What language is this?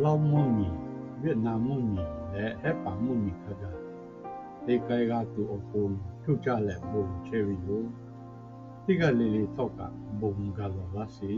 Lahu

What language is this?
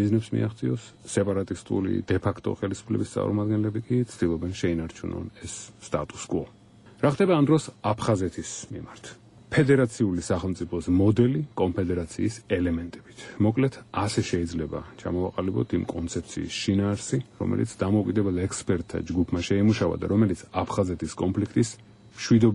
Georgian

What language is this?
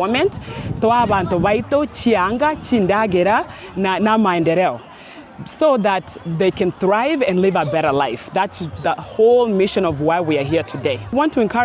Gusii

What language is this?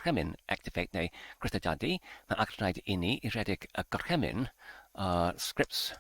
Welsh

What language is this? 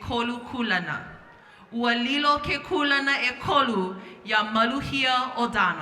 Hawaiian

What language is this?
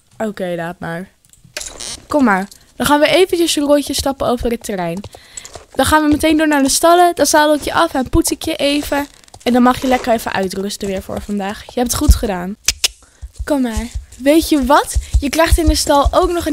Dutch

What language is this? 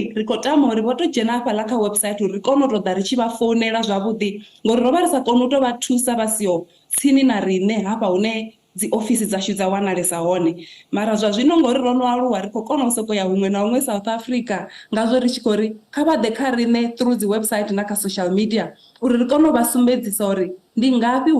Venda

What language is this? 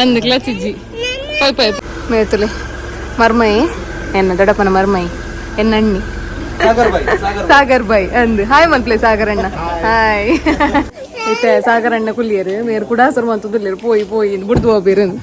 Tulu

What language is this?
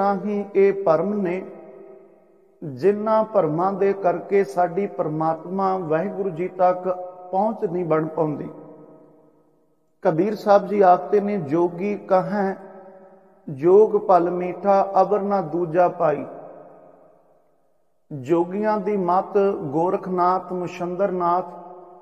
Punjabi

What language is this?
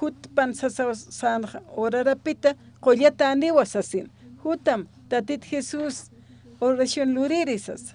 Aymara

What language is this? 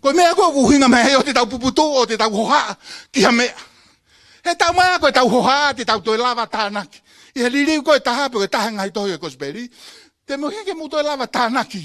Tongan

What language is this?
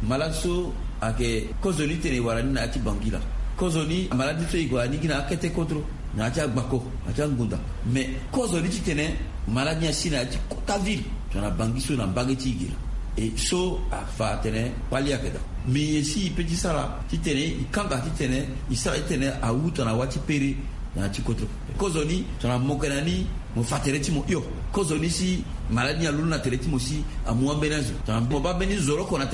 Sango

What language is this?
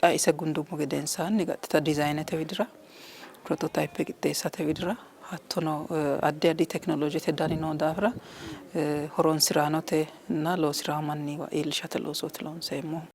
Sidamo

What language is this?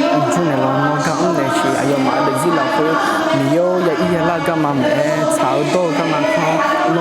Akha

